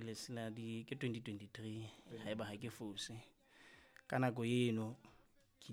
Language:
Southern Sotho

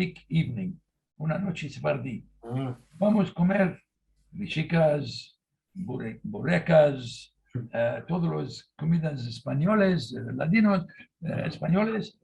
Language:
Ladino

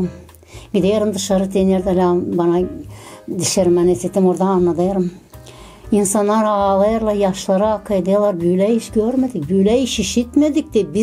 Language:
Gagauz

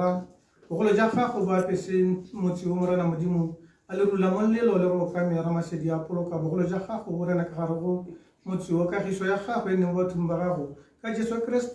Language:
Tswana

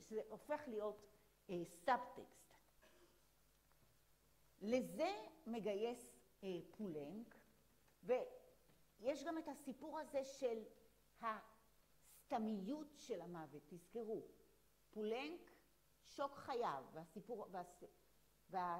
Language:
Hebrew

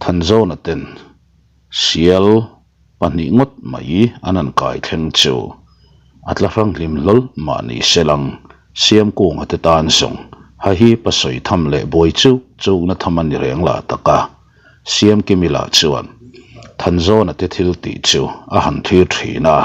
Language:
Mizo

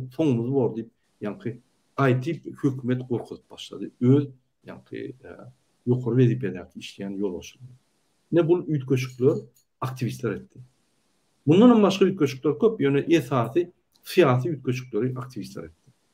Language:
Turkmen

